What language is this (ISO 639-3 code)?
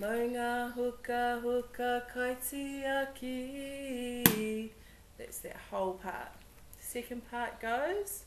mri